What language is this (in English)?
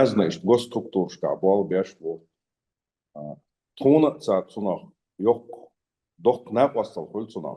Chechen